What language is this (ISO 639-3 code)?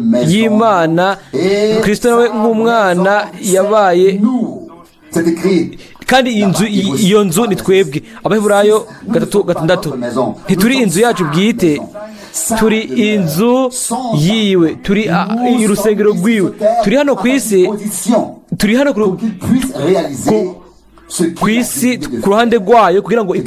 run